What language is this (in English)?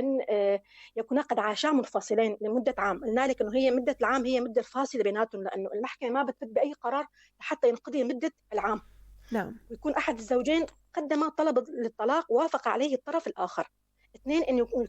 North Levantine Arabic